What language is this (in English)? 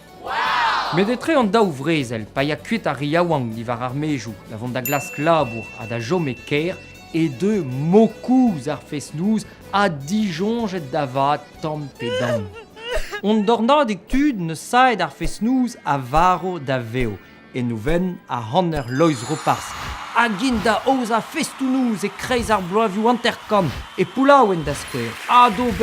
Breton